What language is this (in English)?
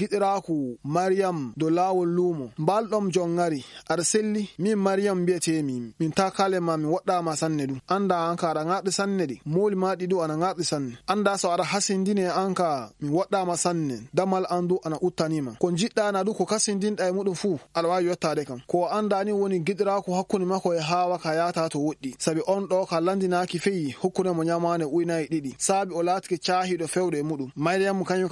Maasina Fulfulde